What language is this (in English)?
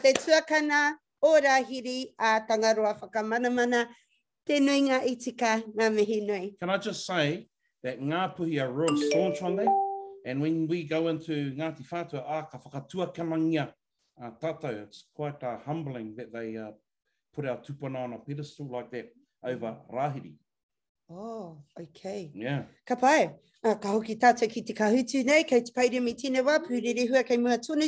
Māori